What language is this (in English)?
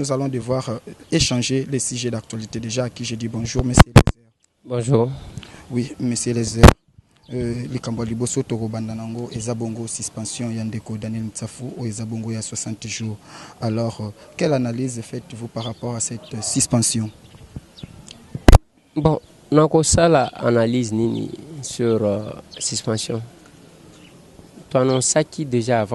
Lingala